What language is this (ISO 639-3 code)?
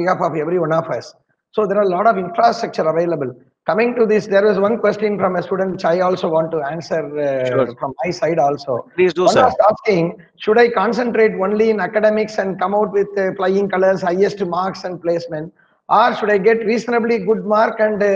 eng